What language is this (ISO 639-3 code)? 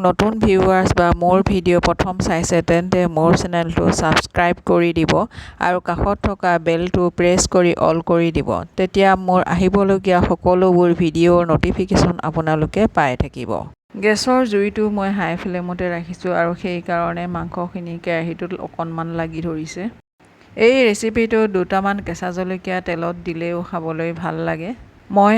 asm